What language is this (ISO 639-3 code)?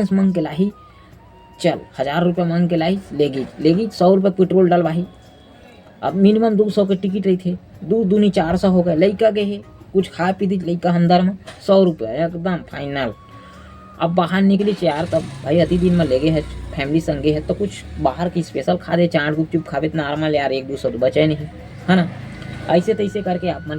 hne